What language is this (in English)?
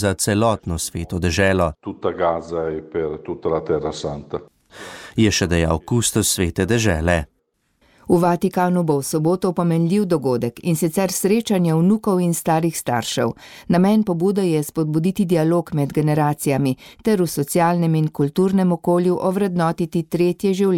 Slovenian